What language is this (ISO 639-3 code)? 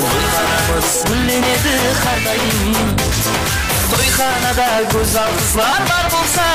kaa